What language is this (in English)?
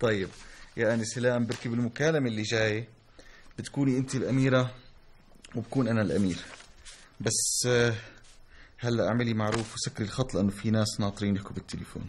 North Levantine Arabic